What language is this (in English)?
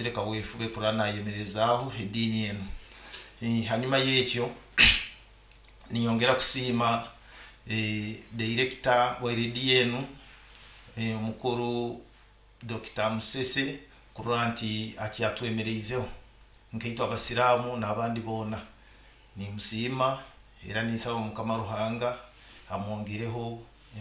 Nyoro